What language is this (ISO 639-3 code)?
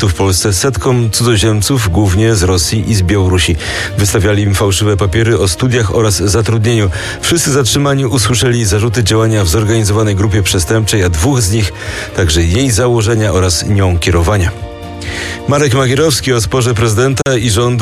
pol